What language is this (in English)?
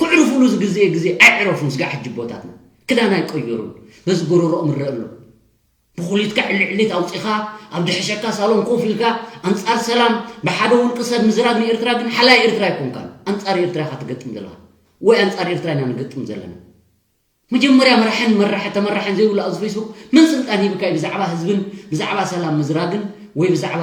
Tigrinya